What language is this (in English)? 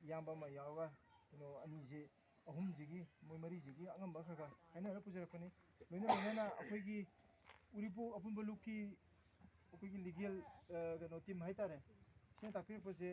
Manipuri